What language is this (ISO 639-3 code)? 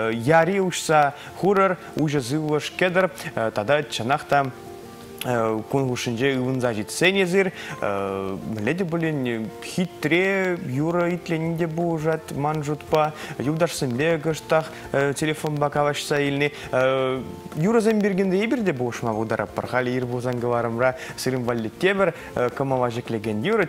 chv